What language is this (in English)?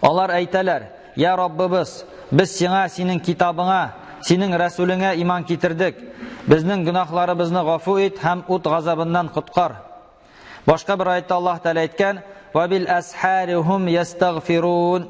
Tatar